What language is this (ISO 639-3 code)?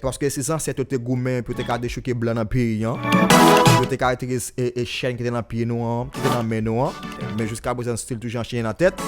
hat